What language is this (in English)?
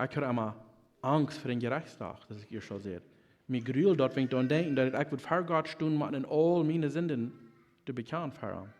Plautdietsch